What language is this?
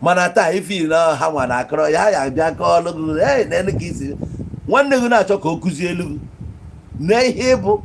Igbo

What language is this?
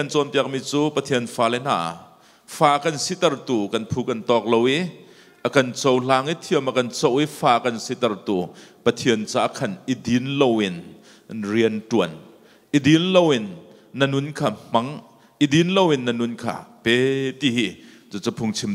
Hakha Chin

